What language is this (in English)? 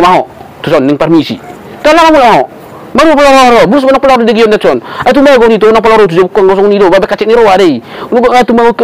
Batak Toba